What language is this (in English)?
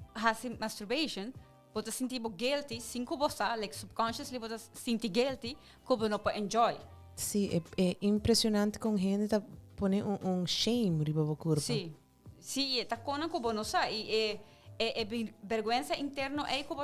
Papiamento